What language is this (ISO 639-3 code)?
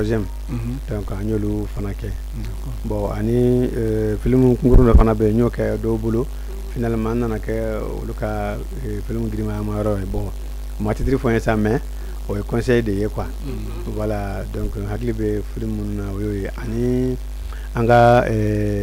bam